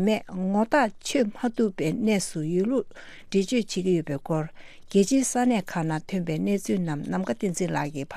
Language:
Tibetan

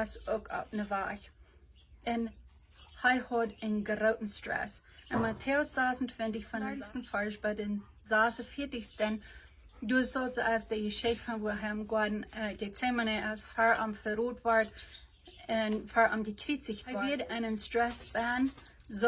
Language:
Plautdietsch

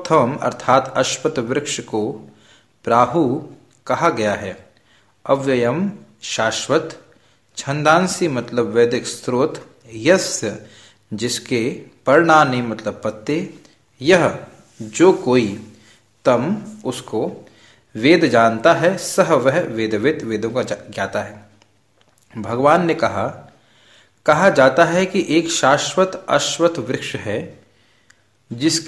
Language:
Hindi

